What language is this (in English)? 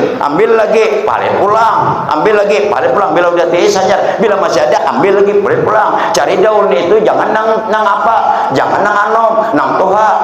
Banjar